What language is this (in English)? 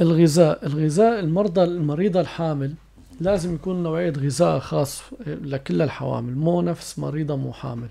North Levantine Arabic